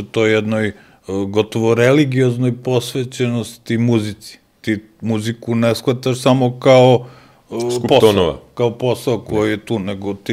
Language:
Serbian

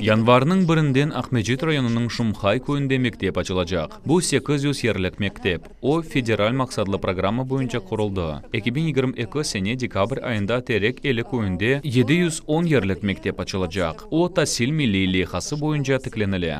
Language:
Crimean Tatar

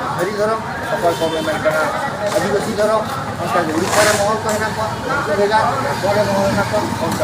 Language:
Santali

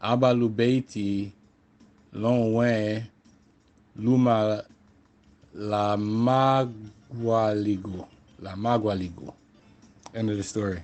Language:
Garifuna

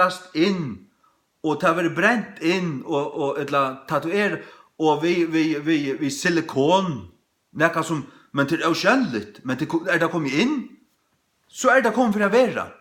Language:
Faroese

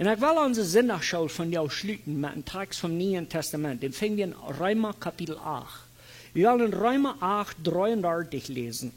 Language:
Plautdietsch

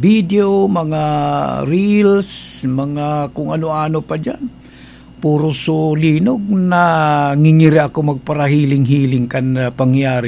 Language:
Bikol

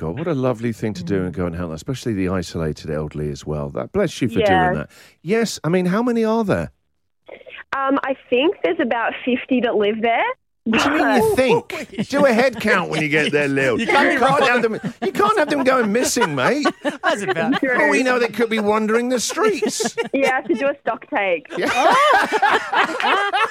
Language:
English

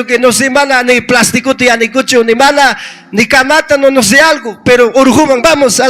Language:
Ayacucho Quechua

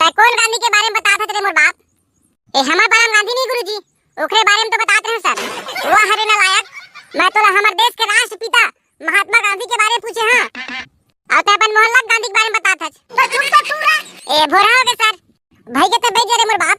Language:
Chhattisgarhi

